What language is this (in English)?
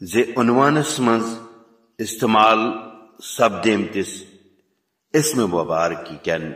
Kashmiri